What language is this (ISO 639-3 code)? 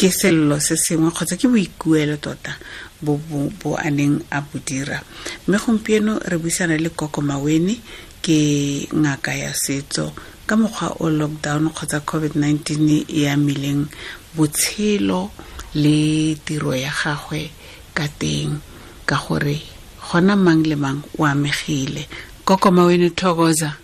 tsn